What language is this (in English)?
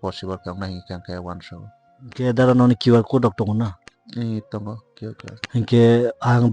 Kok Borok